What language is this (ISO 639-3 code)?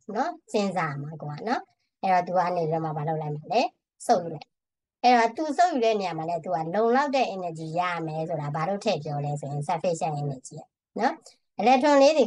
mya